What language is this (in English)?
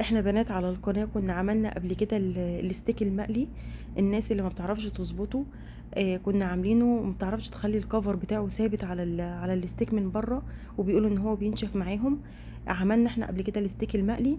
Egyptian Arabic